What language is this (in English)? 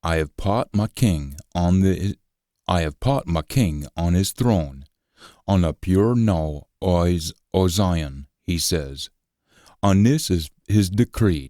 Scots